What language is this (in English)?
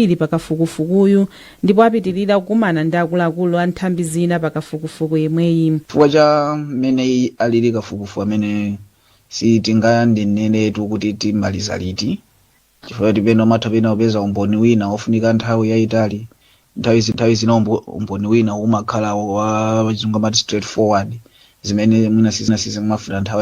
Nyanja